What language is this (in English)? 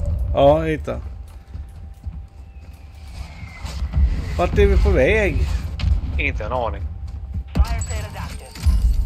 Swedish